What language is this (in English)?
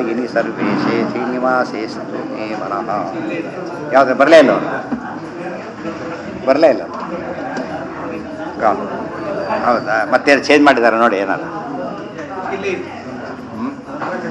Kannada